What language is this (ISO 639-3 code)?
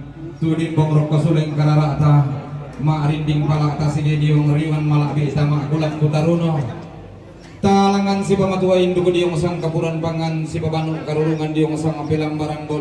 sda